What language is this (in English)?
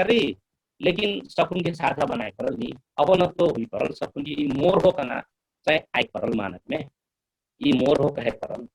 Dangaura Tharu